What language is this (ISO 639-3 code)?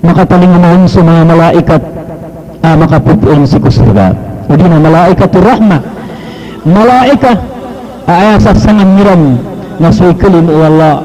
mrw